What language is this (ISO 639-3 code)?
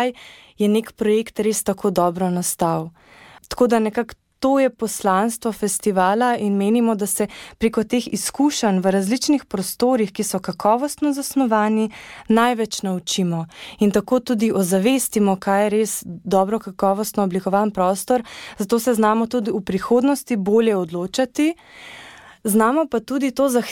slv